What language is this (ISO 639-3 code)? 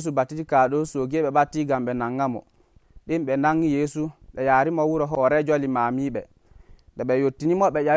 fuv